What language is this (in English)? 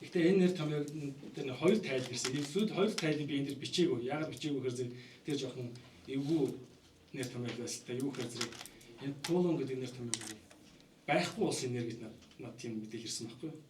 Mongolian